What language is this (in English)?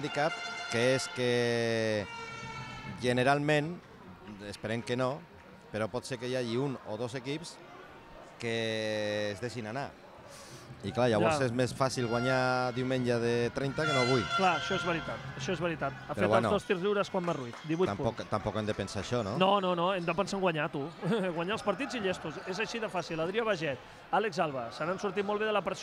Catalan